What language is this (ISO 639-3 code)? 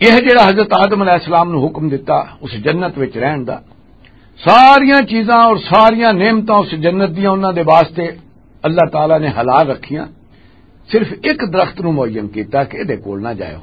lah